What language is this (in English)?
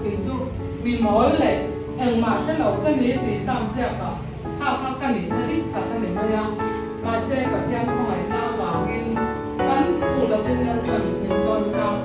Mizo